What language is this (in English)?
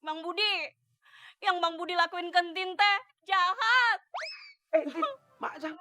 Betawi